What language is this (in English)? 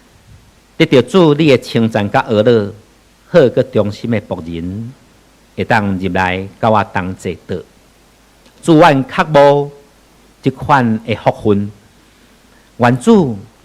Min Nan Chinese